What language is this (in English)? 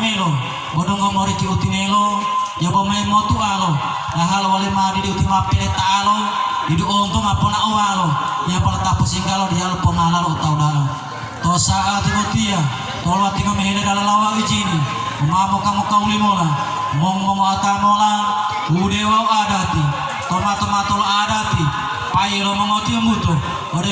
Gorontalo